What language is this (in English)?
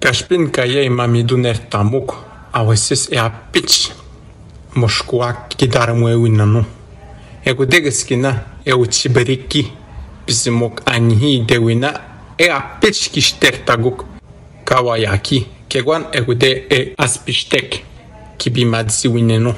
Atikamekw